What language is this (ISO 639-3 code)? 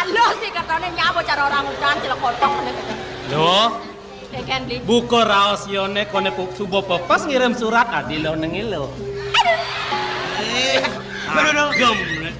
ban